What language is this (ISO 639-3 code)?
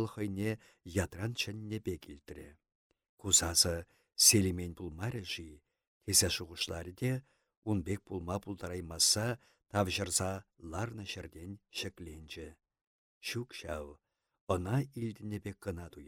chv